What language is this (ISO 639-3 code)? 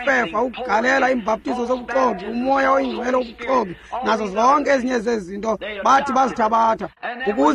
xho